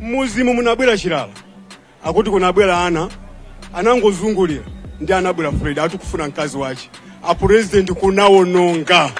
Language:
Nyanja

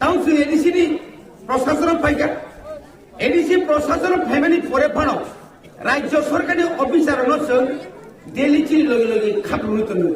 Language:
Kok Borok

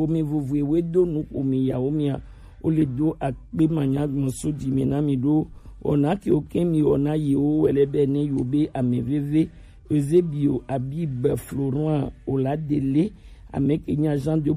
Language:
Gen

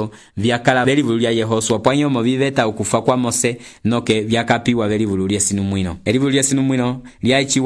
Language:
Umbundu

